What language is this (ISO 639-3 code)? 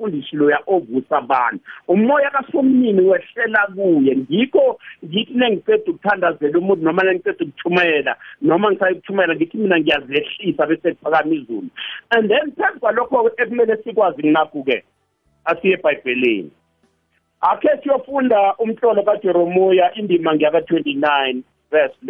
nbl